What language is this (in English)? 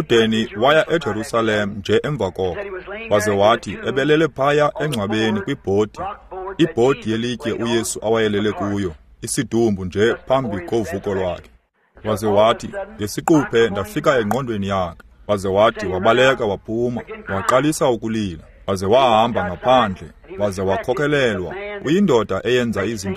Xhosa